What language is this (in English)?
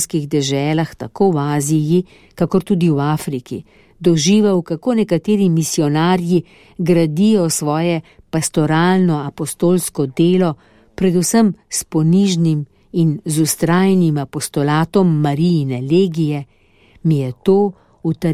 Slovenian